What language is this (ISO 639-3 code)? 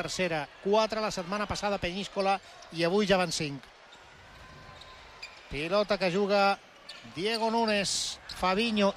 cat